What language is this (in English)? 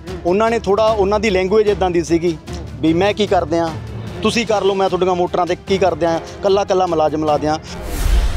Punjabi